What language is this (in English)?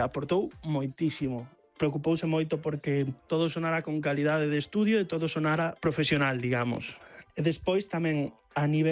Galician